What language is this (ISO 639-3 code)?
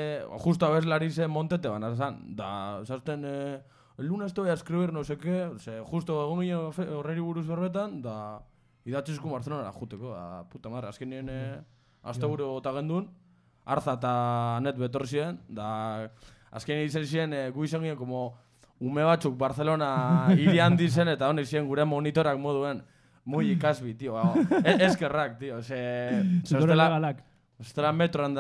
eus